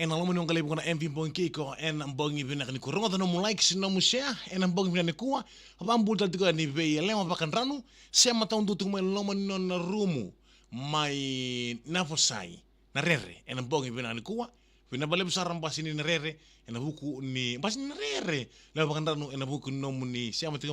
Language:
Fijian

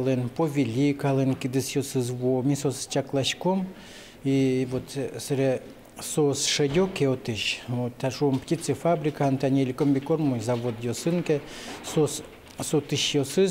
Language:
Udmurt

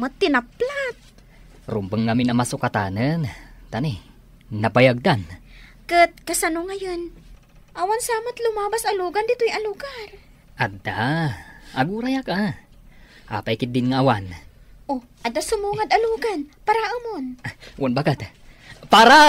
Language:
Iloko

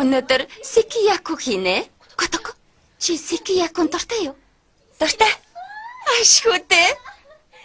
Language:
Mongolian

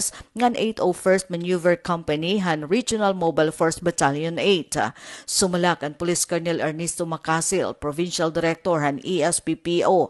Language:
Waray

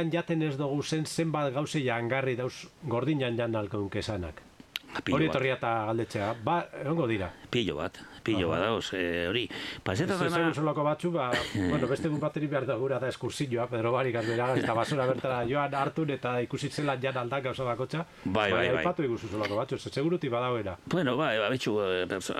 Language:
Basque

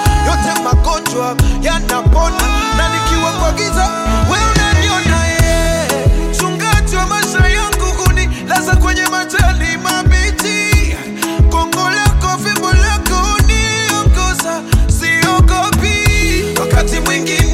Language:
Swahili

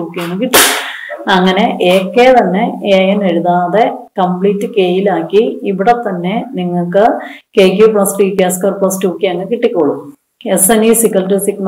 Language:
Malayalam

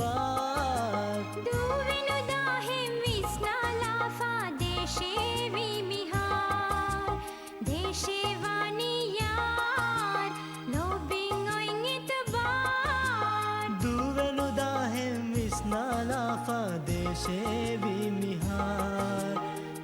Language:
Divehi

